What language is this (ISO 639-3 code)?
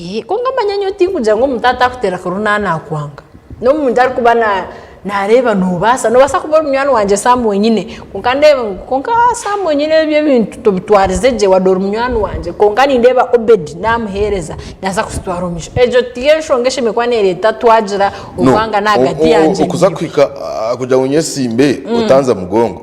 nyn